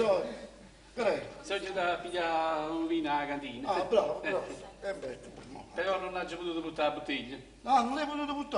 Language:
Neapolitan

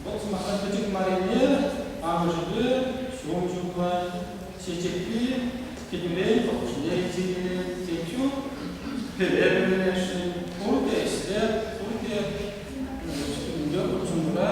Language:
Chuvash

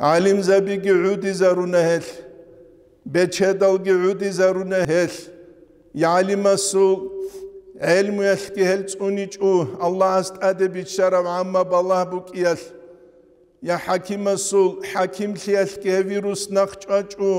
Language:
Avaric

